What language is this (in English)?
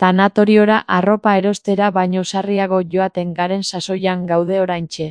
Basque